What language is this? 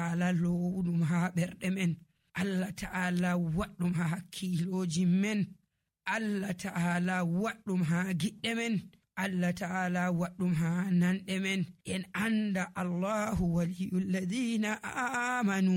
Nigerian Fulfulde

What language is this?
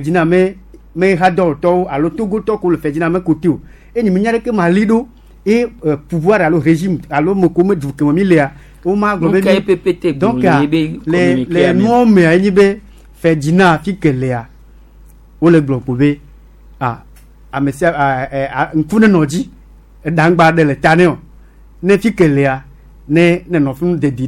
Gen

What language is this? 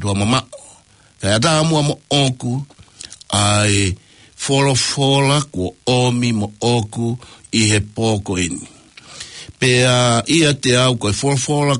Tongan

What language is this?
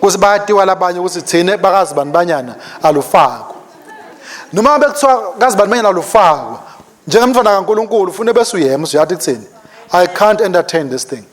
Swati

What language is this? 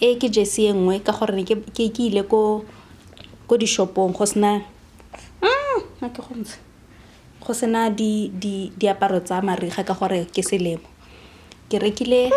Tswana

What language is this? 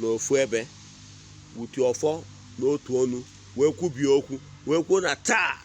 Igbo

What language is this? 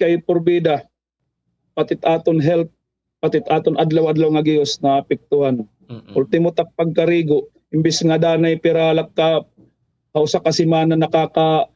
Waray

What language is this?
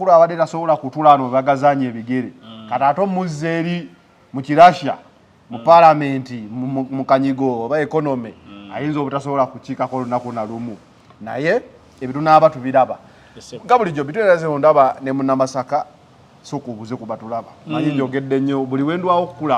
Ganda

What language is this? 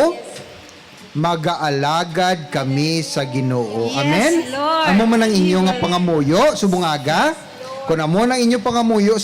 Hiligaynon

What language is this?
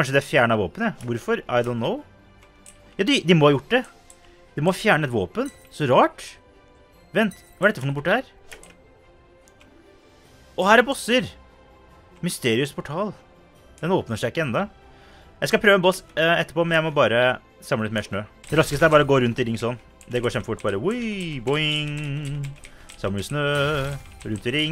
Norwegian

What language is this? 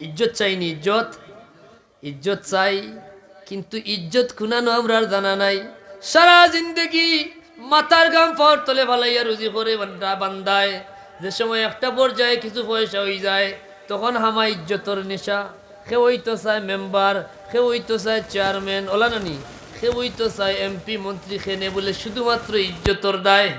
Sylheti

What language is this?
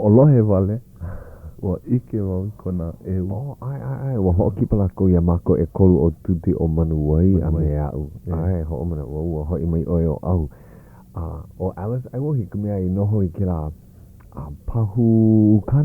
Hawaiian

